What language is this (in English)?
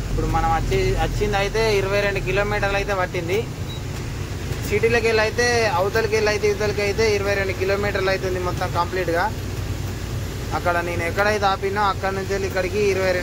Telugu